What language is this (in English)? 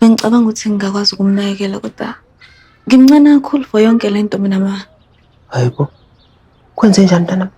Zulu